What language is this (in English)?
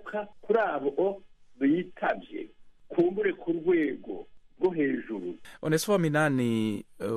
Rundi